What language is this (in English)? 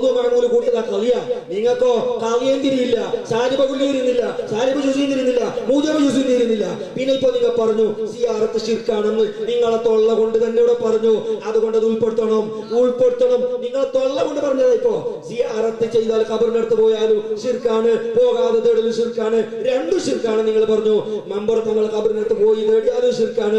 Malayalam